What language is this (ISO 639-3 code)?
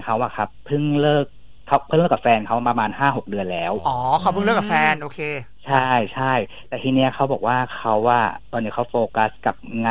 tha